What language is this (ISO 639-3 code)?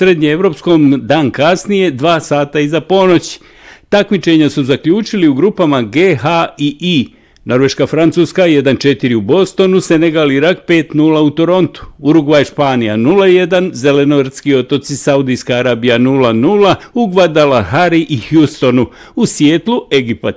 bos